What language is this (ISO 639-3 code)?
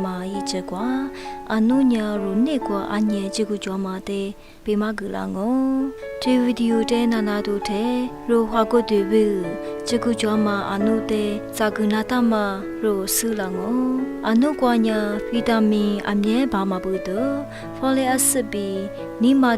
lis